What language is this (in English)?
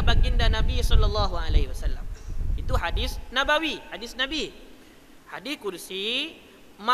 Malay